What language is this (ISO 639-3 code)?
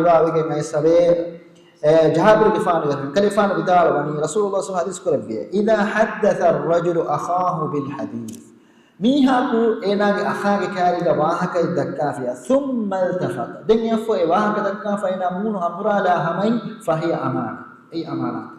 div